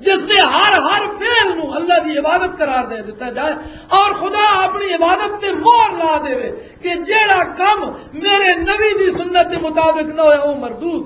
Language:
Western Panjabi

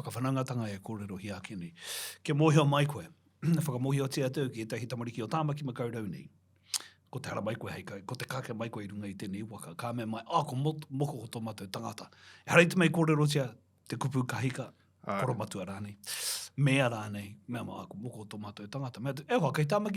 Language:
Māori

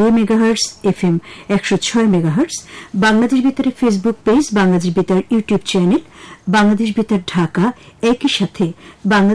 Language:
Bangla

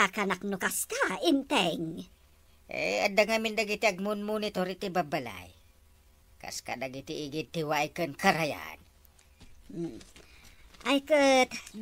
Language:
Iloko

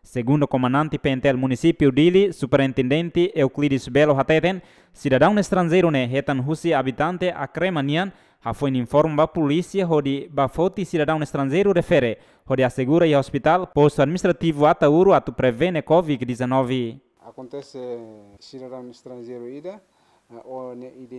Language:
Tetum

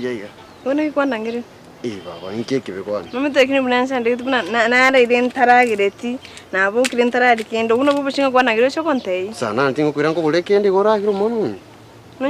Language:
Gusii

